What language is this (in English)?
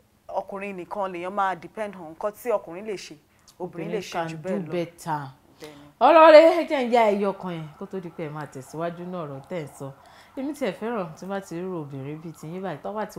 Yoruba